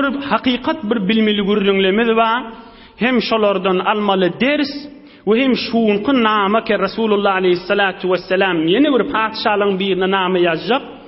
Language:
Turkmen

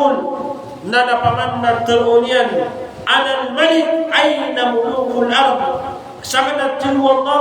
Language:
Maranao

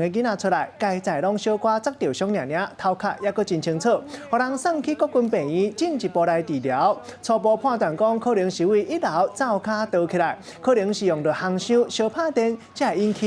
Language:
Min Nan Chinese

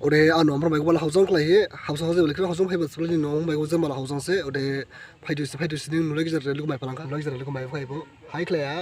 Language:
Dimasa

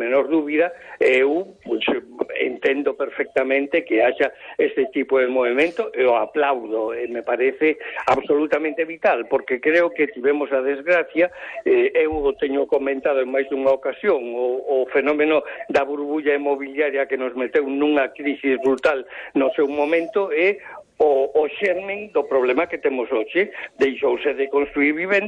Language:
Galician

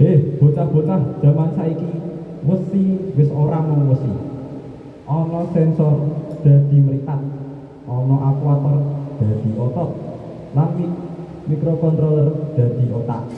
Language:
Javanese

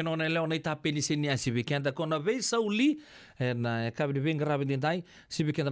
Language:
Fijian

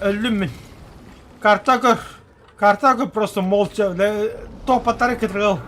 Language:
Yakut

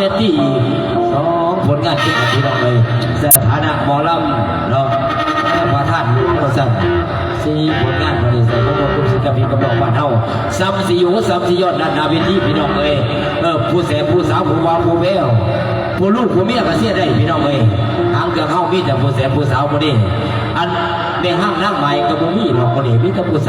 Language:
Lao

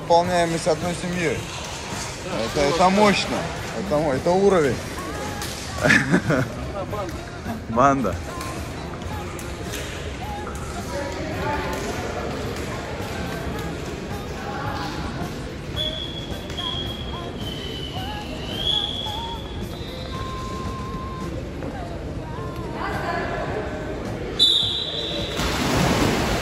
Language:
Russian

